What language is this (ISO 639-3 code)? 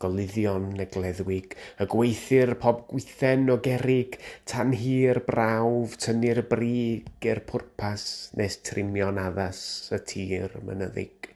cym